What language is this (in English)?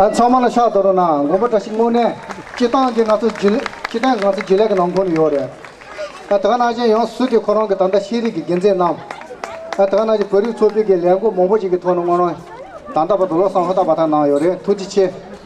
Tibetan